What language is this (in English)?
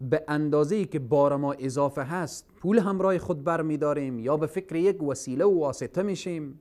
Persian